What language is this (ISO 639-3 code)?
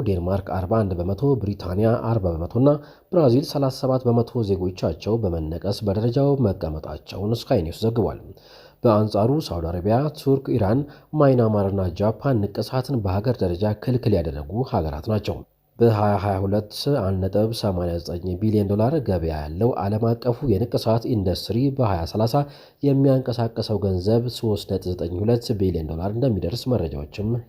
amh